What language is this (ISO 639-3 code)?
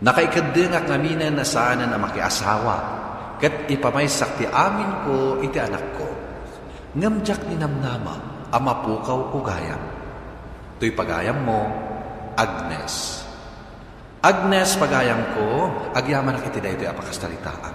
ilo